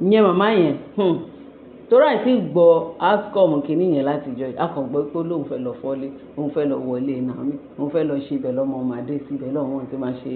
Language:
Yoruba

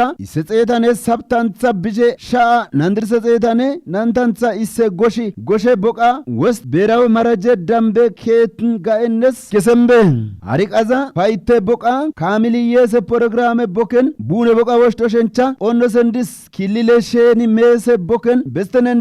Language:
Kafa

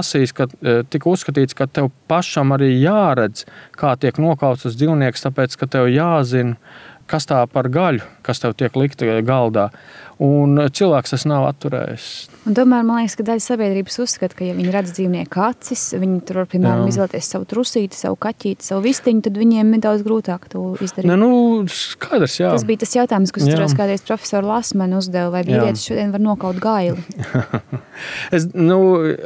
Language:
Latvian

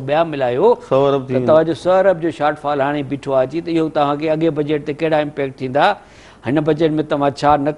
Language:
Sindhi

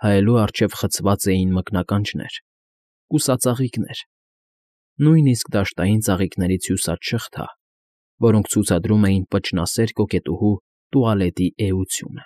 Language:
Armenian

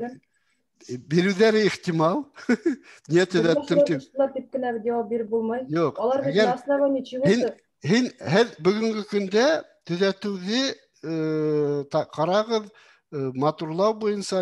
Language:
Bashkir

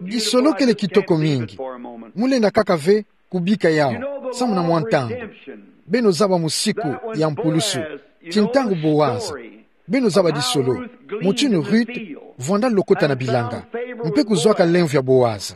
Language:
Kituba (Democratic Republic of Congo)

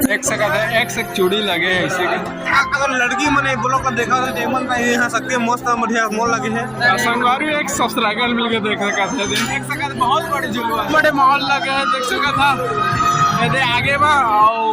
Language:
Chhattisgarhi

